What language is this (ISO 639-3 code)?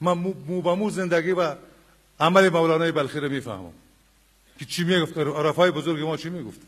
fas